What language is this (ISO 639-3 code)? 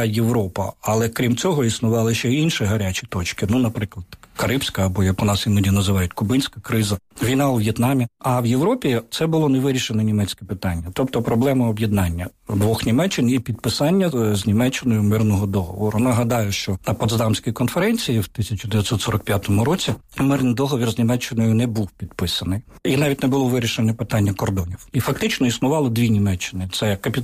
ukr